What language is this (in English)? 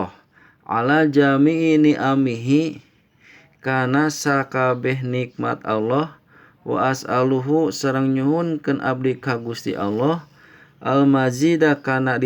Sundanese